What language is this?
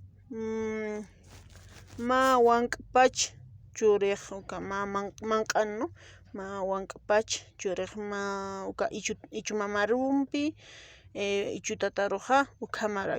Aymara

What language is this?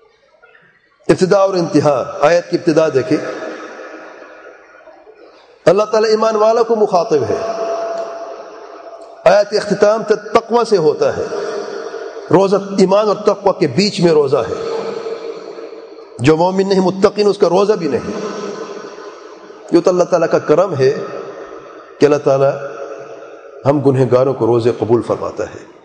Urdu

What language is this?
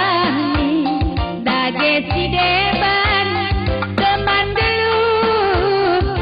Batak Karo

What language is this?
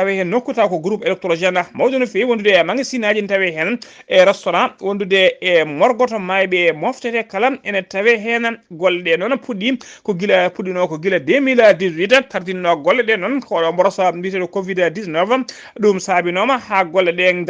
Fula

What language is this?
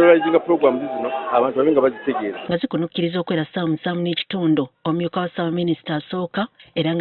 Ganda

